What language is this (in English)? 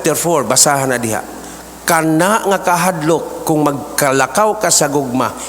Cebuano